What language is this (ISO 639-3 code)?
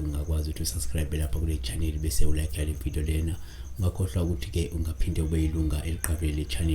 zul